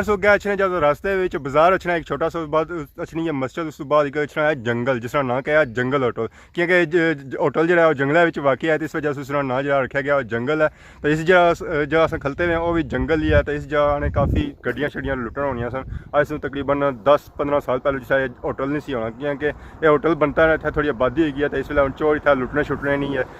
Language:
Pahari-Potwari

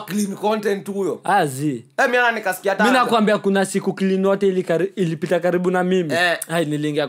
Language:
Swahili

